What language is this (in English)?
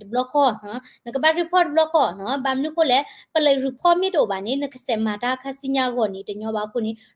S'gaw Karen